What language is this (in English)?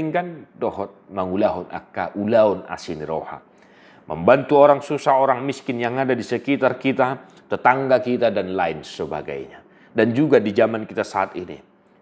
Batak Toba